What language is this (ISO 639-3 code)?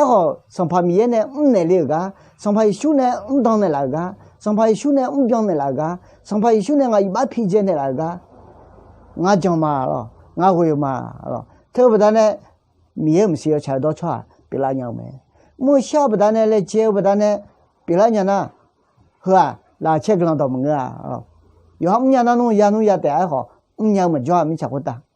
ahk